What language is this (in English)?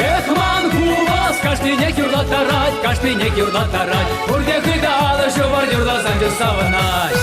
Chuvash